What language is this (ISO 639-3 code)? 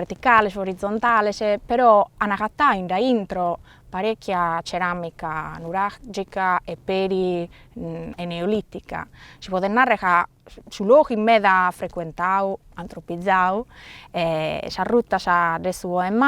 srd